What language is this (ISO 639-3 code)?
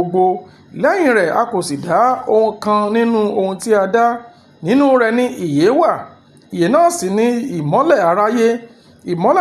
yor